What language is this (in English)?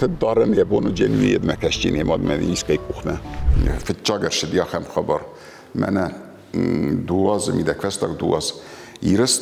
Ossetic